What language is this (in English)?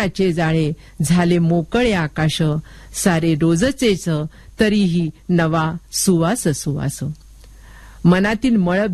Marathi